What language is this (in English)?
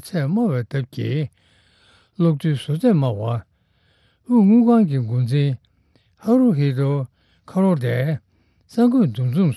Tibetan